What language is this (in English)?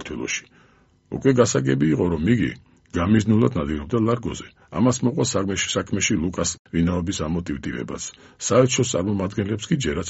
Georgian